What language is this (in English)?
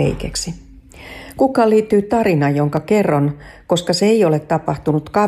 Finnish